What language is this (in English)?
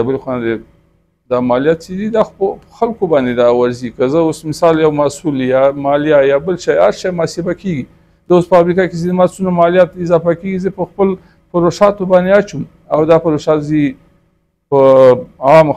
Pashto